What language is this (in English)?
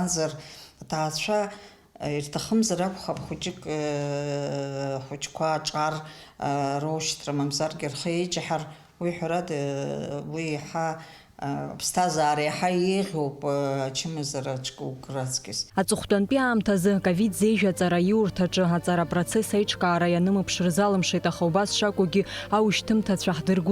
Abkhazian